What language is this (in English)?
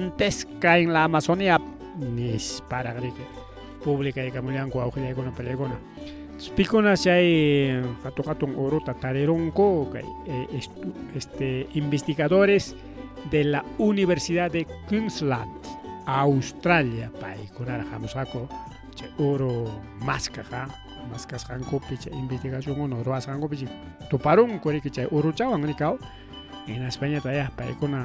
Ayacucho Quechua